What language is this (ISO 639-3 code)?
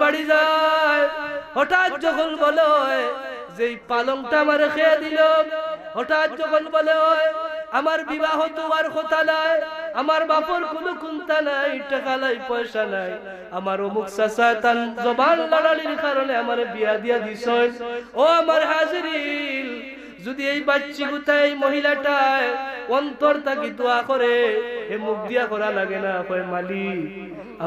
syl